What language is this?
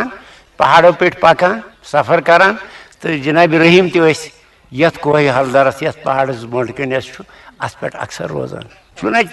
Kashmiri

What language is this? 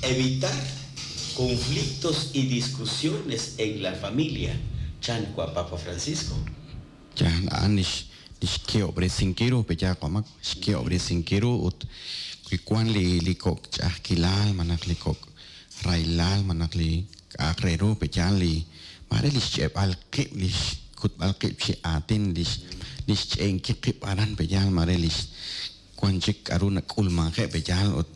Kekchí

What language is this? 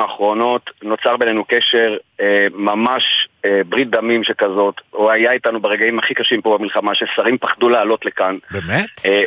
Hebrew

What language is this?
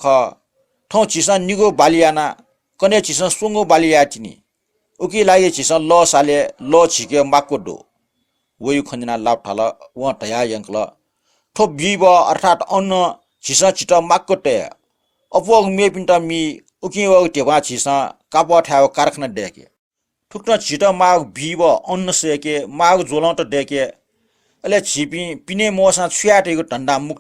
Newari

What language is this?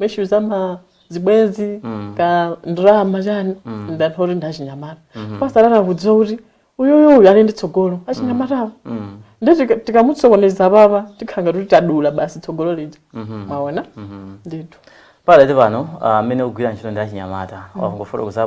Nyanja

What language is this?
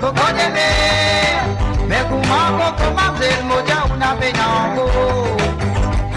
Morisyen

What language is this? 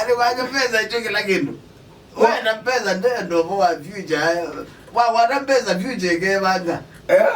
Kamba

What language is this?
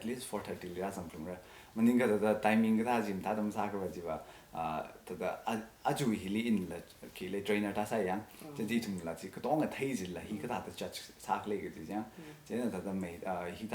Tangkhul Naga (India)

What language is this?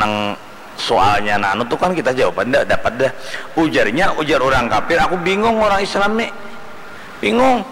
Banjar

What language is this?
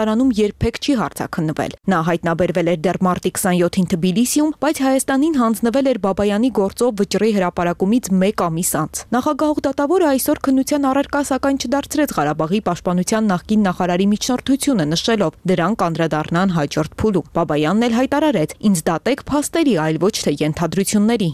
Armenian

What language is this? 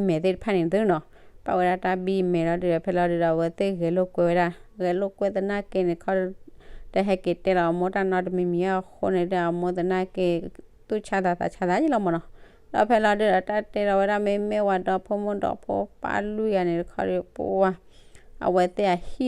S'gaw Karen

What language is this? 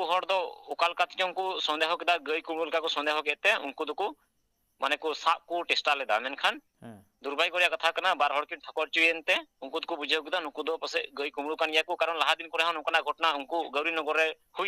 Santali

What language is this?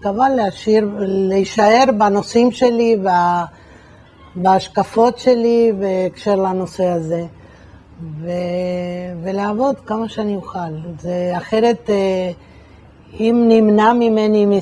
Hebrew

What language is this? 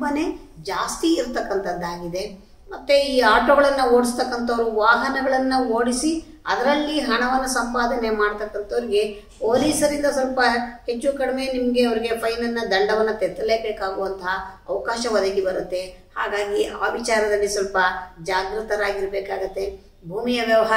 Kannada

